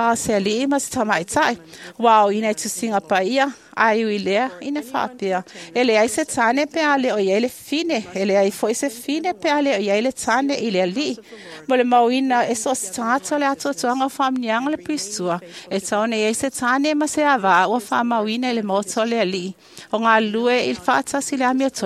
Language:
Samoan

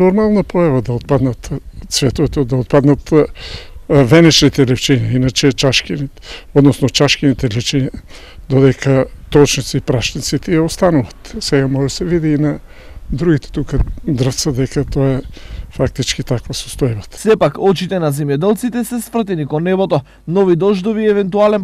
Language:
Macedonian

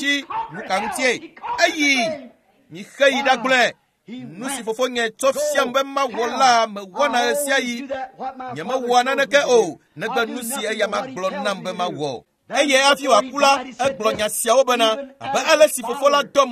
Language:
Ewe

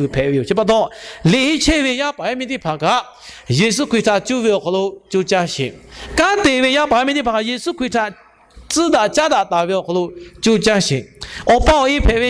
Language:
Lahu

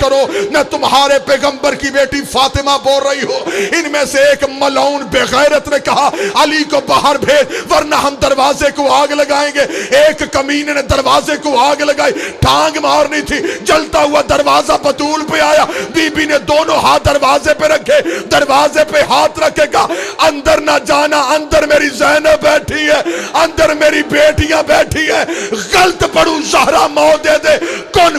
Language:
Hindi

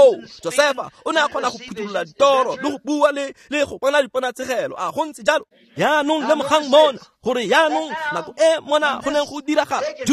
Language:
Tswana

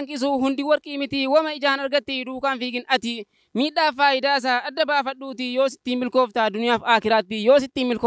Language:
Oromo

